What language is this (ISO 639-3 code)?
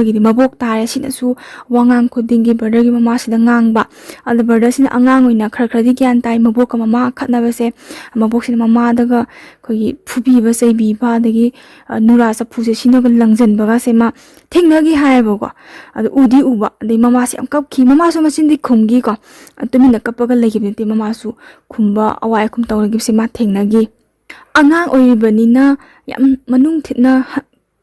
mni